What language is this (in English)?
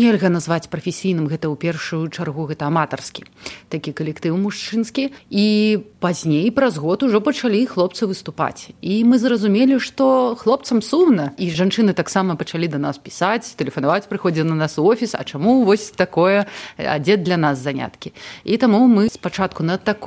Belarusian